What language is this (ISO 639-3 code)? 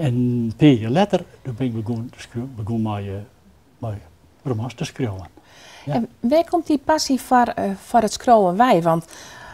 fry